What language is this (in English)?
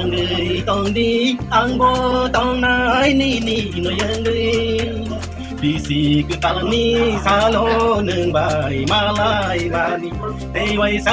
Kok Borok